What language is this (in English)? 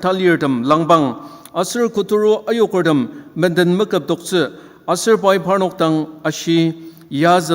Ao Naga